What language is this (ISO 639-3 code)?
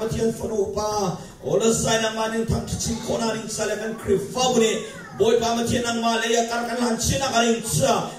cnh